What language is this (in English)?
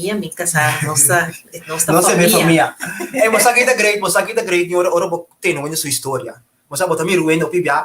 Papiamento